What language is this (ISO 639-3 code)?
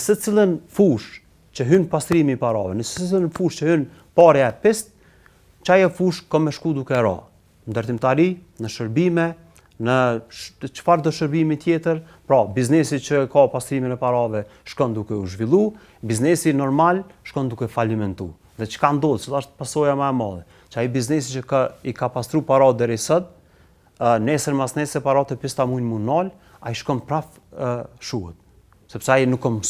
sqi